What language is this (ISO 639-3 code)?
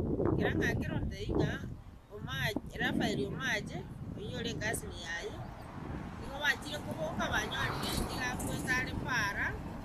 guz